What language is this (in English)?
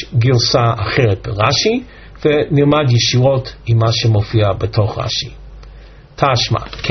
Hebrew